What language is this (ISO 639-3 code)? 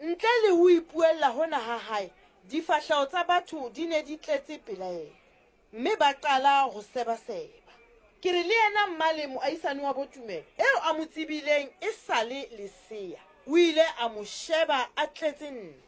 sot